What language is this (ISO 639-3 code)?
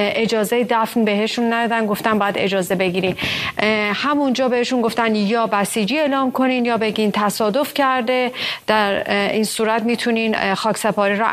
fas